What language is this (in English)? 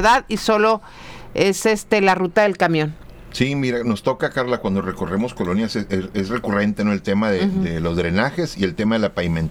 Spanish